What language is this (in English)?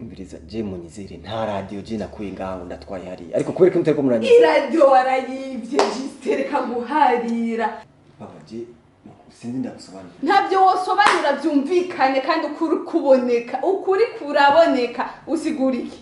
Rundi